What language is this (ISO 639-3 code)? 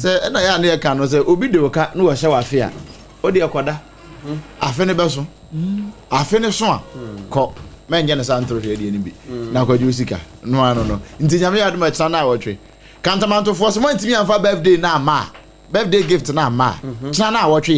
aka